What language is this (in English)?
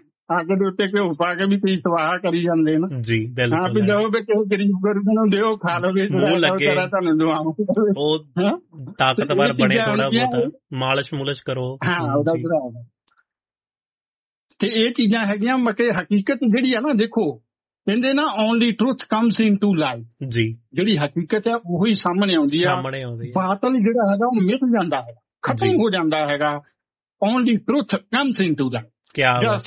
Punjabi